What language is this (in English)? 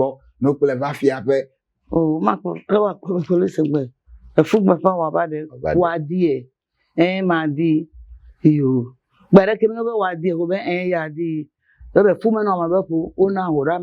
Ewe